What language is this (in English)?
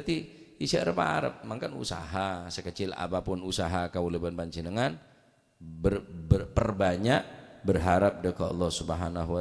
Madurese